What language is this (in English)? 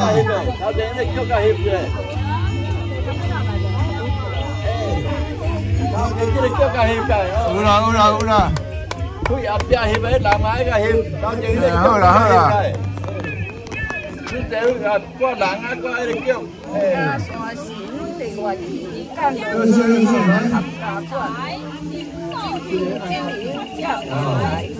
Min Nan Chinese